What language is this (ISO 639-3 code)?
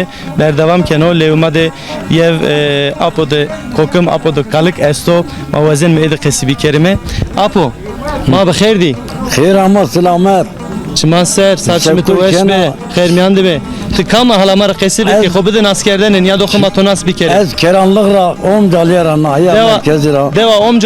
zza